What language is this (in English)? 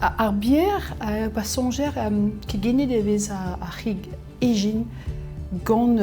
Breton